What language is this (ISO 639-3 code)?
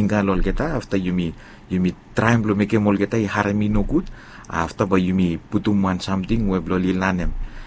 bis